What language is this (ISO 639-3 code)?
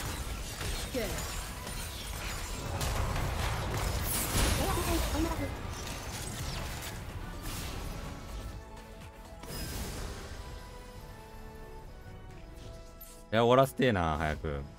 jpn